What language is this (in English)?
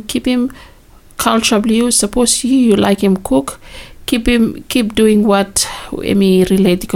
Bislama